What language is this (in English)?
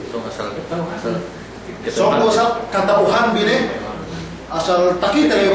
Yakan